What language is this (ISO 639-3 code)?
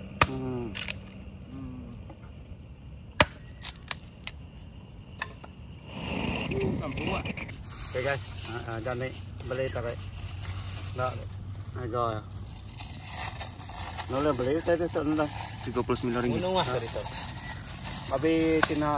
msa